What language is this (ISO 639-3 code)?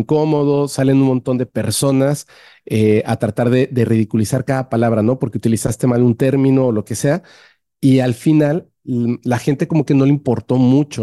spa